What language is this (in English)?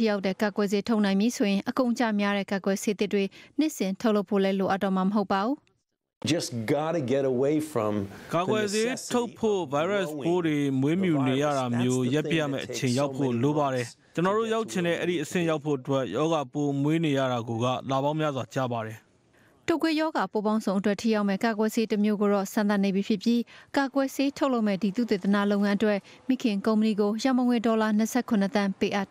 Burmese